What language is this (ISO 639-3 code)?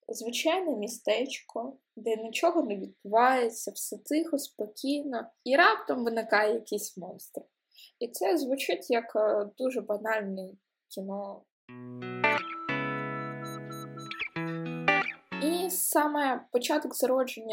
ukr